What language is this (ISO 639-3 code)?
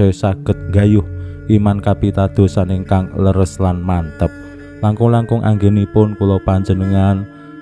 jav